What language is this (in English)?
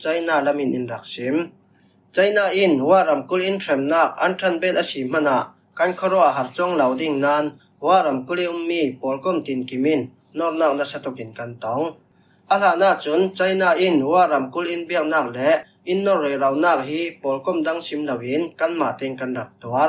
Falam Chin